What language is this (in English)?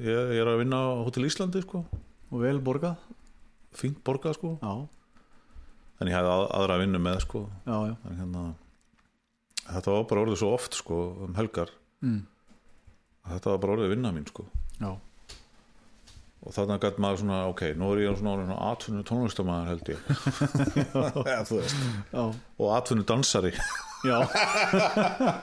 Icelandic